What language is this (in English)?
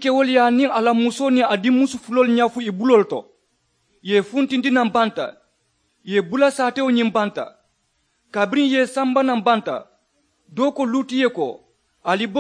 Mandingo